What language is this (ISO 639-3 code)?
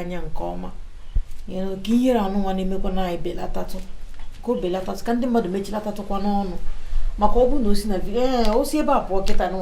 ibo